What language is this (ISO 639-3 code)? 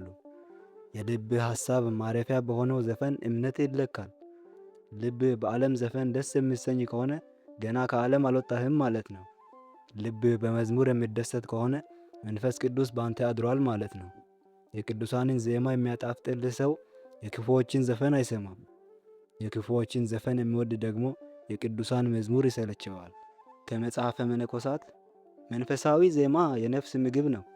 amh